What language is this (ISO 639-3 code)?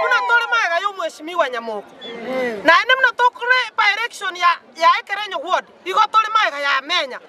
guz